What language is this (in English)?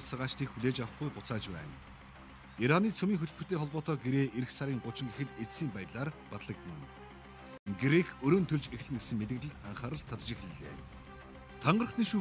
Mongolian